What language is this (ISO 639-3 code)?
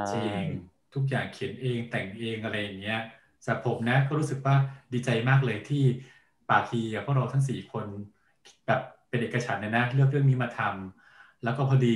tha